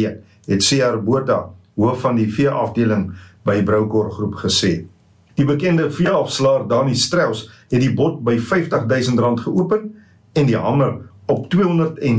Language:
Afrikaans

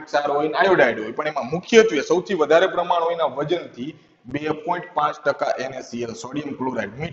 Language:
Gujarati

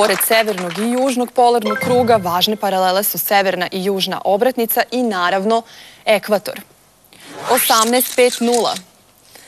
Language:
Serbian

